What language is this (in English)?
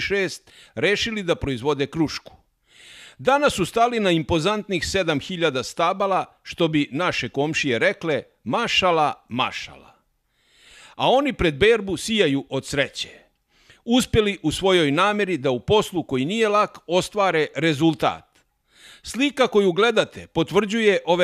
Serbian